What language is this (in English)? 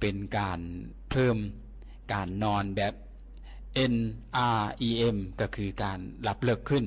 Lao